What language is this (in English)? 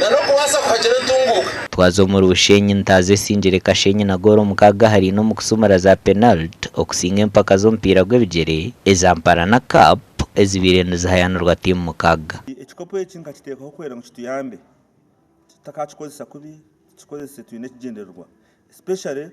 Nyankole